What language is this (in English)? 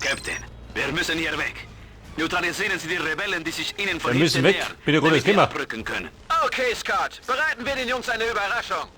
Bavarian